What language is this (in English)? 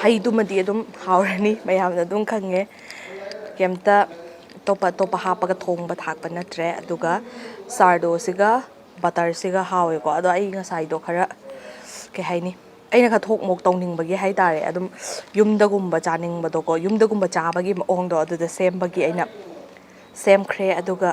Manipuri